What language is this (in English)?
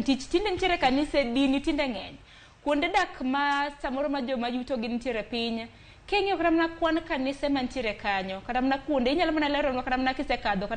Luo (Kenya and Tanzania)